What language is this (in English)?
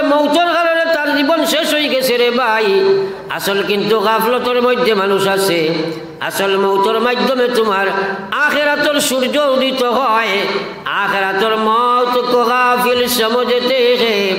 Sylheti